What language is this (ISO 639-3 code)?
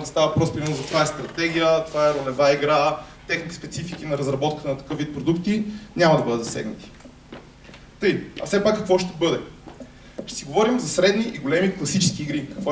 bul